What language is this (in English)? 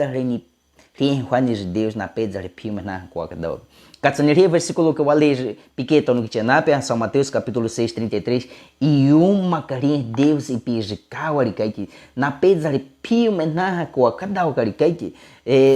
Baniwa